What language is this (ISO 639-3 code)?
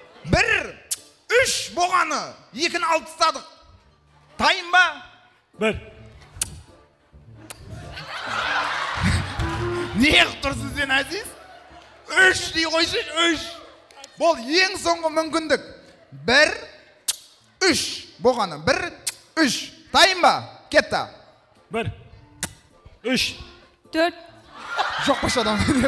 kaz